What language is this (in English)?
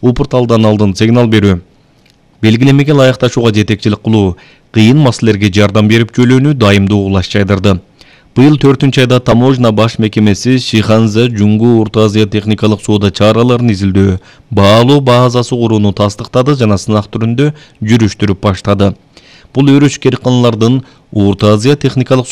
Kyrgyz